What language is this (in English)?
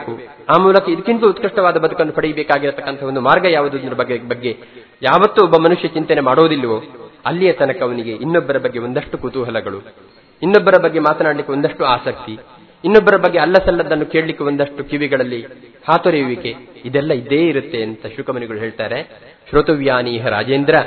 Kannada